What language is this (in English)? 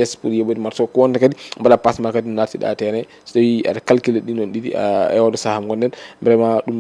Fula